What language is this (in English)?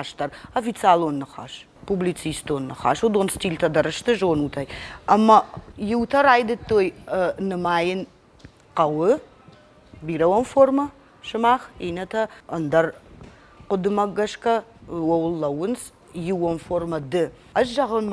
Ossetic